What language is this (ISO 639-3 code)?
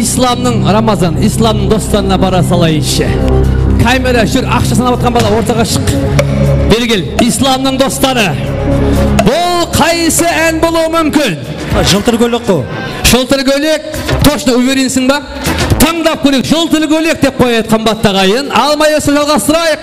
kaa